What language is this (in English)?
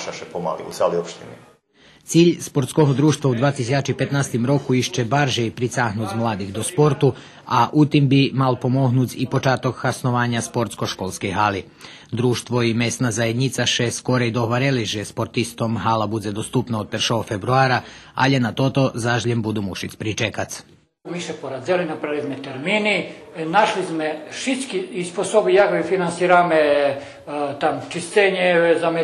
Rusyn